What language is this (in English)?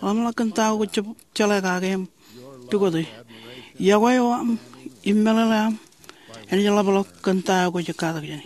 Marshallese